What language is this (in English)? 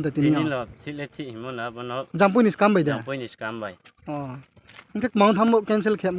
Riang (India)